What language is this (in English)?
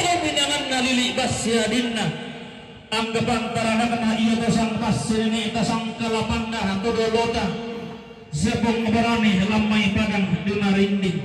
Toraja-Sa'dan